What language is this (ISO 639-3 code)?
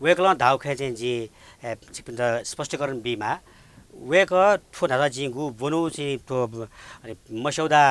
new